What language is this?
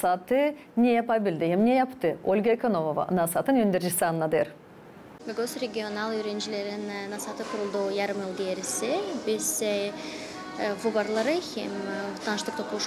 Gagauz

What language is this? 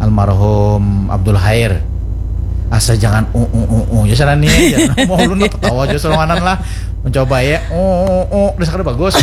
Banjar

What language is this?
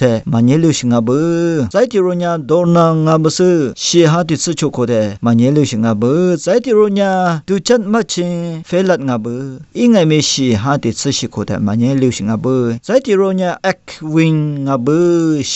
Lisu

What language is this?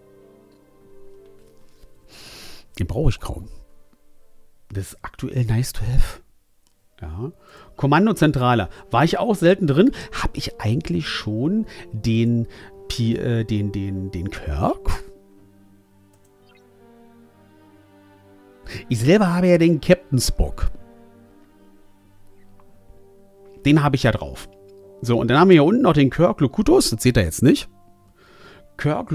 German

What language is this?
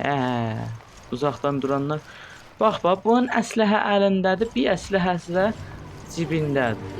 South Azerbaijani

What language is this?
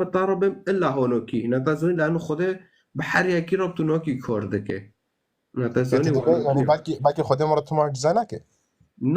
Kurdish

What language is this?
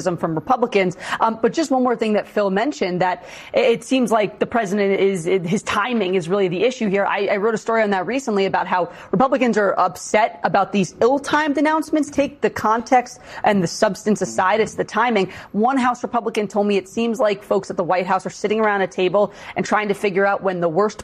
English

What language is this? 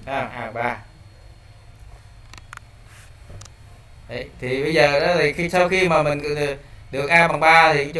Vietnamese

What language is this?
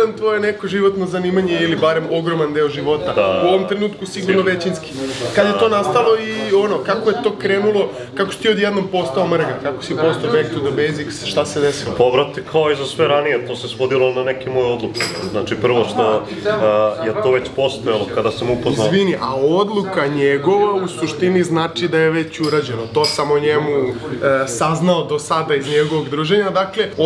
Serbian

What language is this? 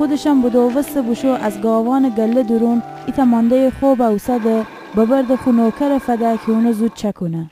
Gilaki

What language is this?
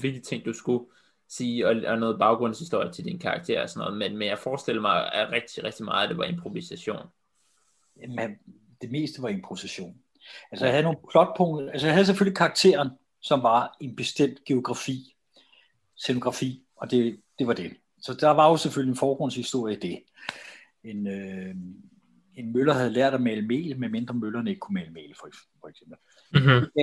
Danish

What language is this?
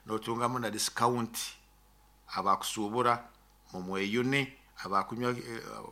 Nyoro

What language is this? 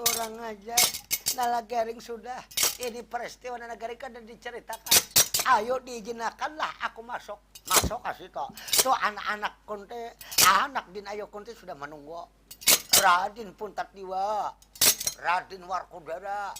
Banjar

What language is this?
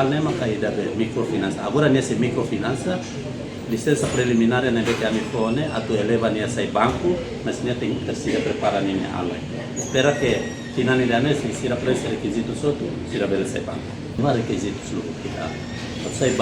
Tetum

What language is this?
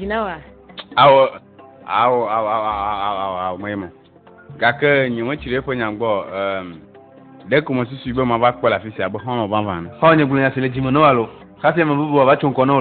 Ewe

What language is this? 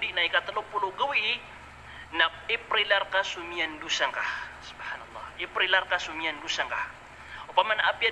Maranao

